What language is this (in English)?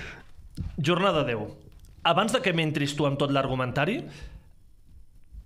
Catalan